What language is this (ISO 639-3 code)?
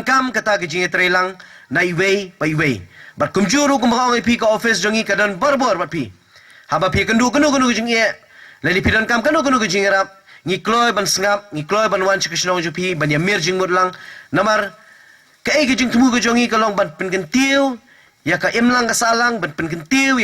kha